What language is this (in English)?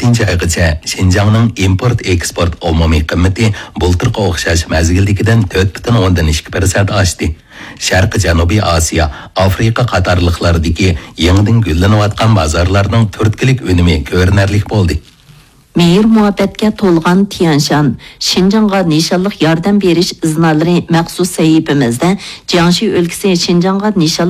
Uyghur